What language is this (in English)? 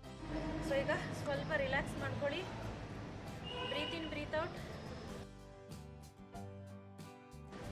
Kannada